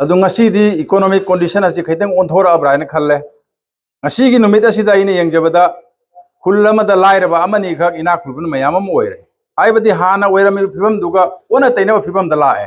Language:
Manipuri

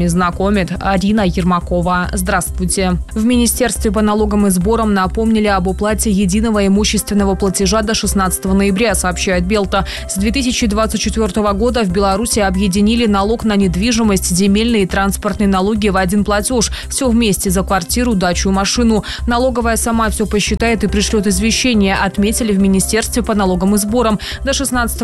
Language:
Russian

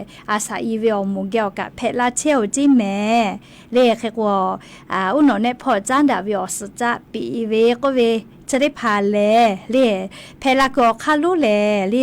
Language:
Lahu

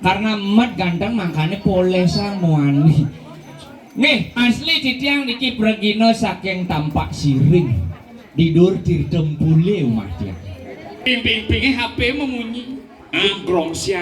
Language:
Balinese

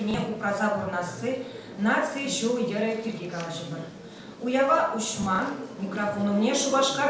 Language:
Chuvash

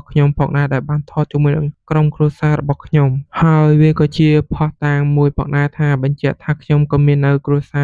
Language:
Khmer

